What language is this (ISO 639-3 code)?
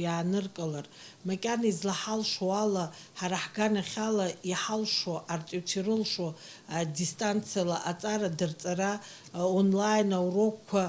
abk